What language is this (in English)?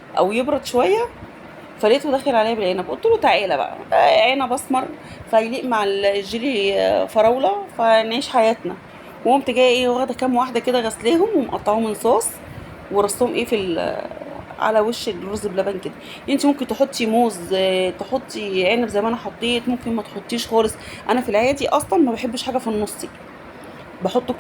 Egyptian Arabic